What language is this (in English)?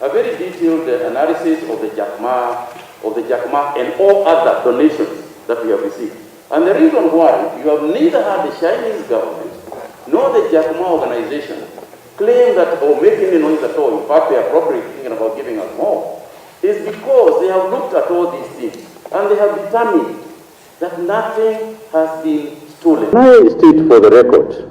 Kamba